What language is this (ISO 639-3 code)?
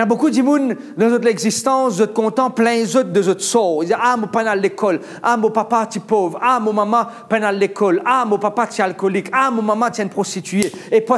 mfe